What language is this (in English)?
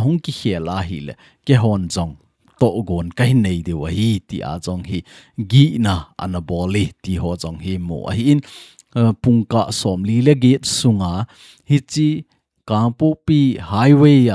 Thado Chin